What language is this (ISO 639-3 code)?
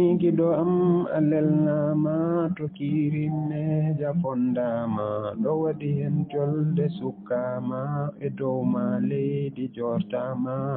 ful